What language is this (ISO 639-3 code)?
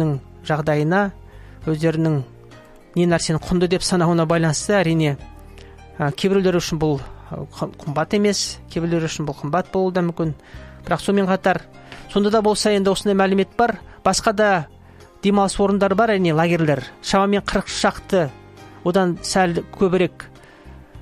kaz